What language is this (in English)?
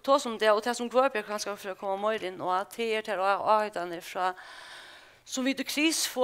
Faroese